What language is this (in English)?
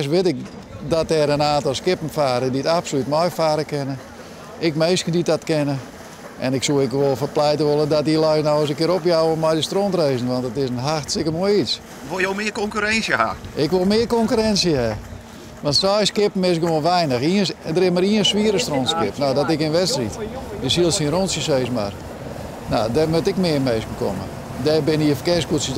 Western Frisian